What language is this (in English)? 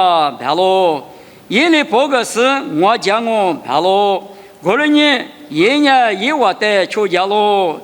Lisu